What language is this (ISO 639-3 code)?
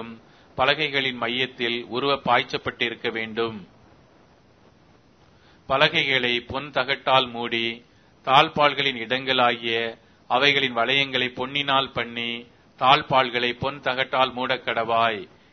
tam